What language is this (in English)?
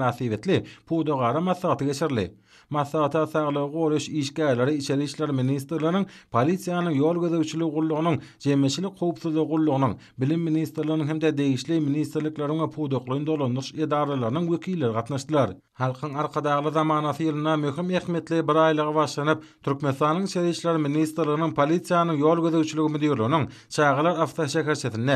Turkmen